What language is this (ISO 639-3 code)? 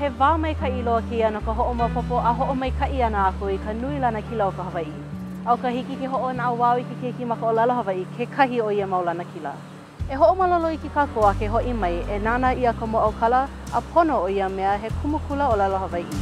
haw